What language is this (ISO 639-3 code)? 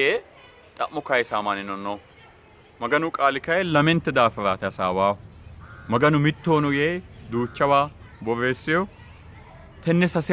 sid